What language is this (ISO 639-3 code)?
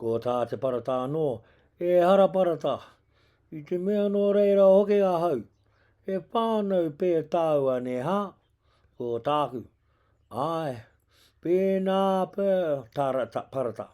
mri